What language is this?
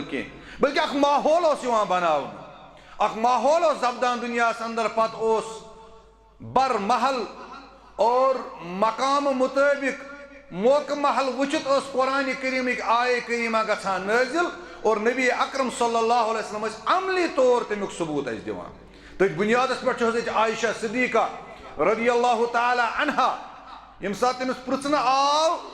Kashmiri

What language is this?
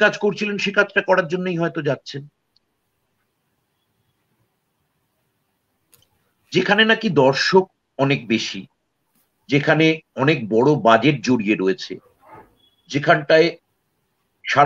Bangla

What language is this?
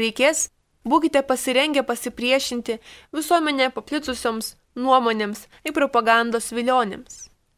Lithuanian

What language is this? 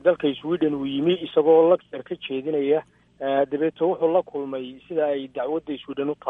Somali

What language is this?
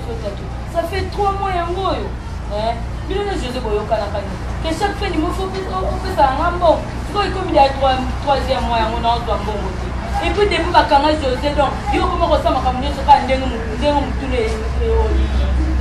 Lingala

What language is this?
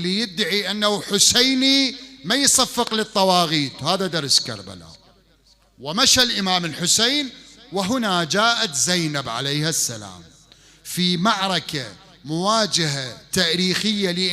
Mesopotamian Arabic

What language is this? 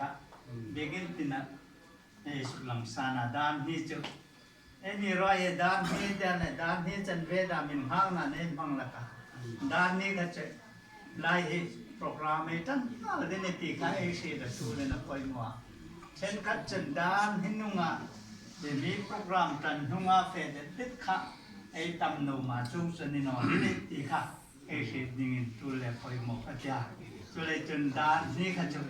Hmar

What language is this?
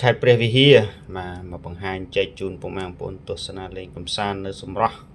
Khmer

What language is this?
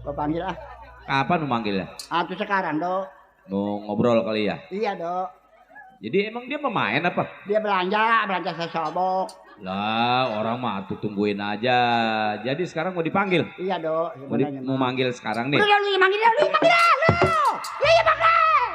Betawi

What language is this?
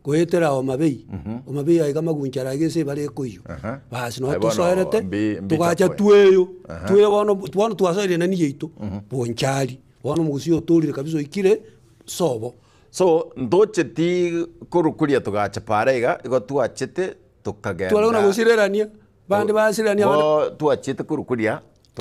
Gusii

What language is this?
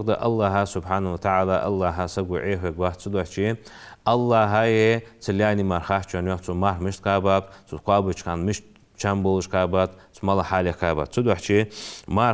Ingush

